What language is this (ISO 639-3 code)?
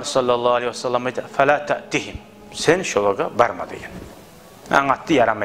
kum